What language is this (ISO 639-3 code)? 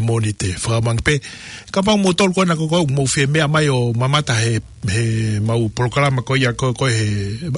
ton